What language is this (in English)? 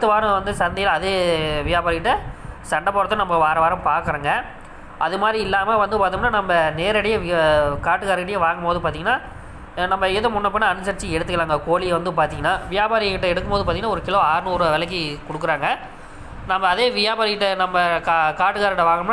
Tamil